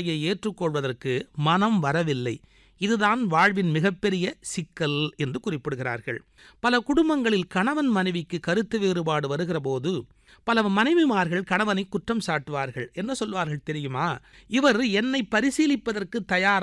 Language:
Tamil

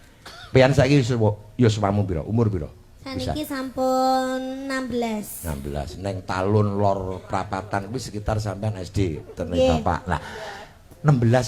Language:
Javanese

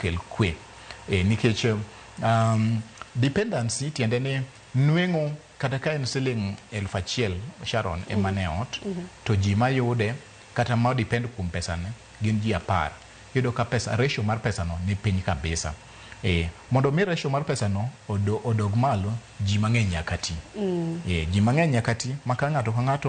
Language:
Luo (Kenya and Tanzania)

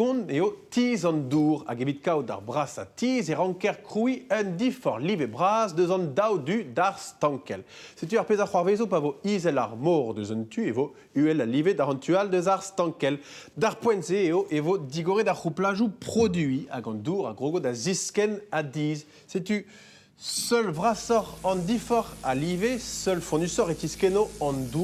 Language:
Breton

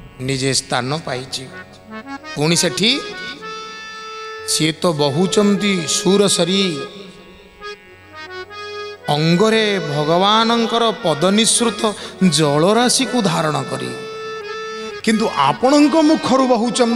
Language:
Odia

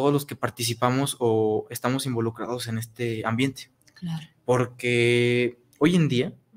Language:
Spanish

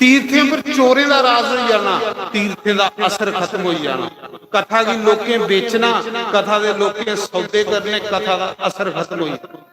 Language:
Dogri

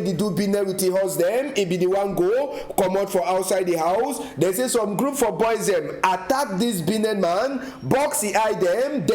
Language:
Cameroon Pidgin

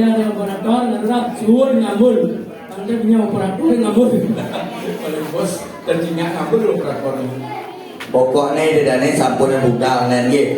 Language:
Balinese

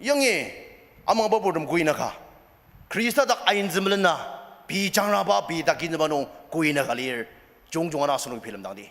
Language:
Ao Naga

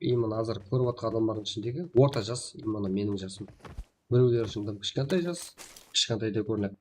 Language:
Kara-Kalpak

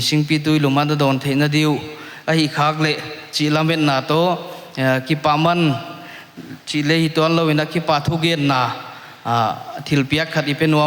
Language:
Paite Chin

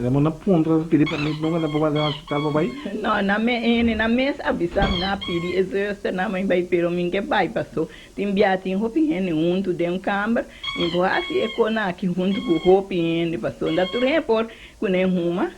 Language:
Papiamento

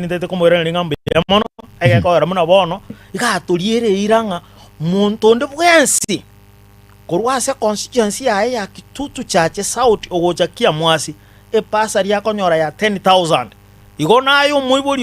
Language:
Gusii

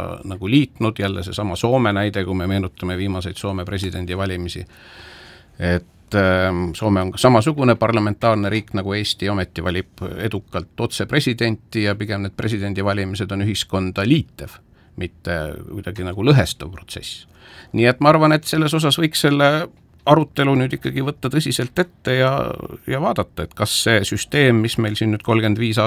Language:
Estonian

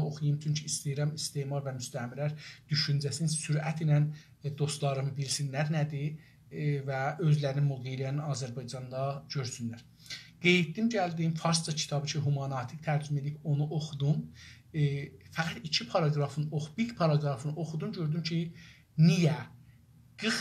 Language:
South Azerbaijani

